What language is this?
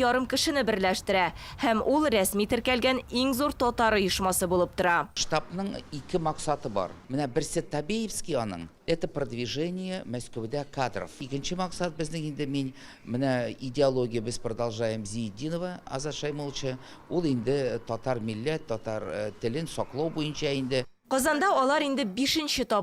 Tatar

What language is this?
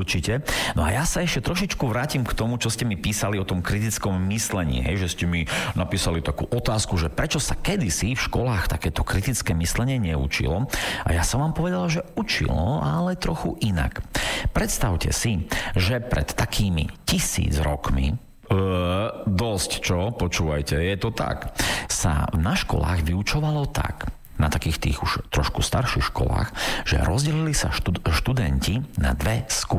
Slovak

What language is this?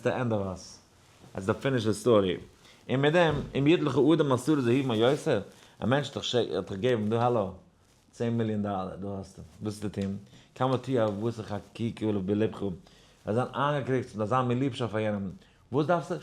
Yiddish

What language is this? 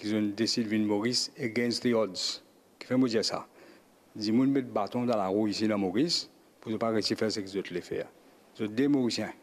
Morisyen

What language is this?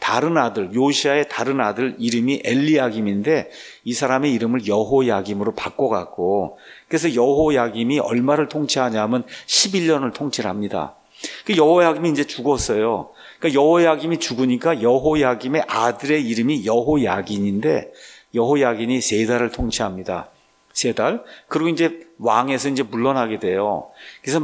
Korean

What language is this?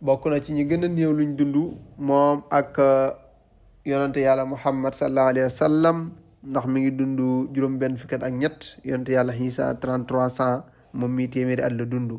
Wolof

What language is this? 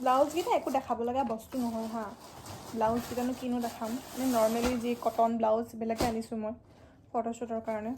Assamese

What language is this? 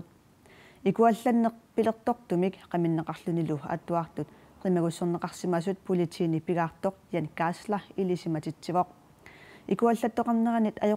Kalaallisut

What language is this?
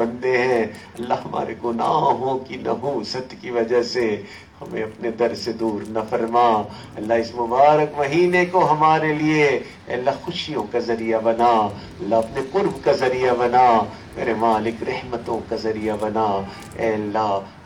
Urdu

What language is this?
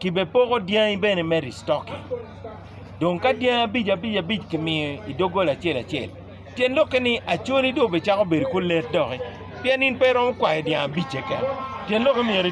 Acoli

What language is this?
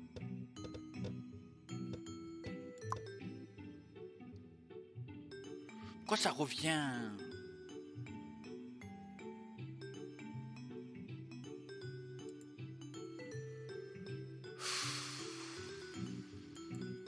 French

